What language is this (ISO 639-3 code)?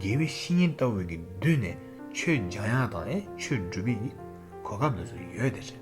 bod